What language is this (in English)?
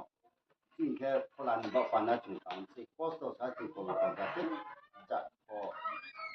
Riang (India)